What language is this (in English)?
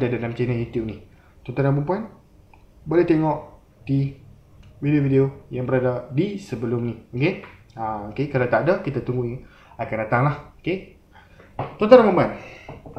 Malay